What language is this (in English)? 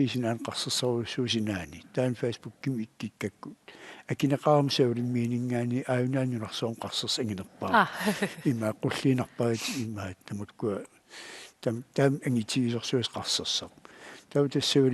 Kalaallisut